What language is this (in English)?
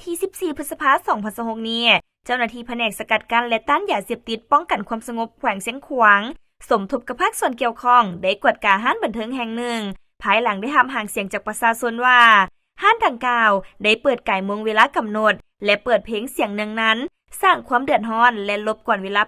Lao